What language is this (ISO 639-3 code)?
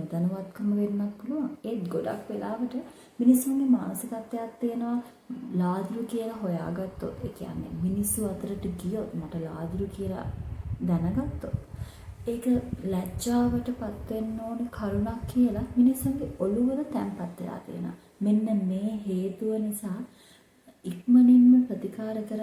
sin